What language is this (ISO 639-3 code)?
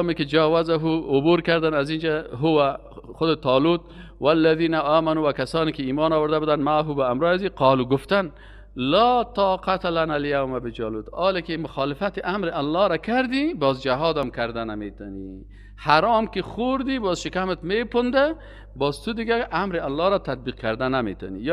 fas